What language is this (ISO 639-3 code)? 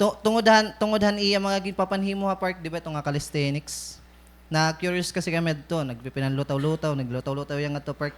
war